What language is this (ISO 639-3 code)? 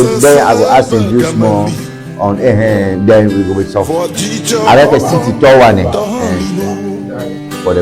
ewe